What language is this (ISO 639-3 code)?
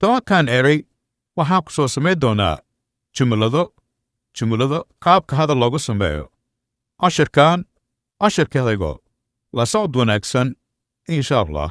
som